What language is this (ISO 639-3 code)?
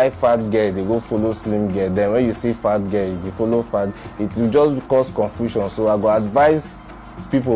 pcm